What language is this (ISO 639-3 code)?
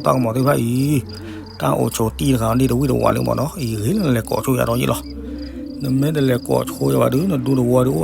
ksw